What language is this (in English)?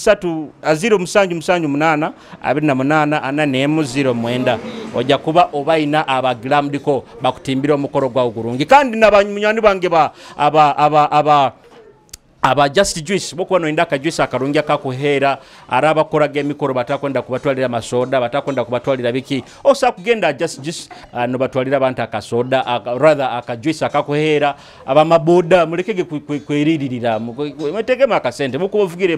Nyoro